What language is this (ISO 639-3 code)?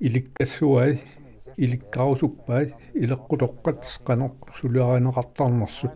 kal